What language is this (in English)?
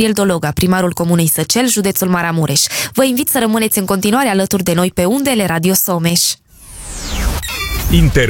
Romanian